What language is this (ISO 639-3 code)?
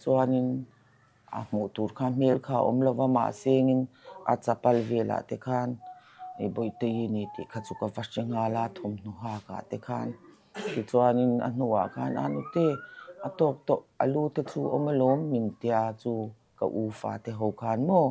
lus